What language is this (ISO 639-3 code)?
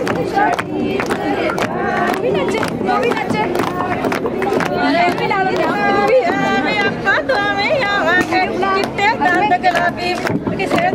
pan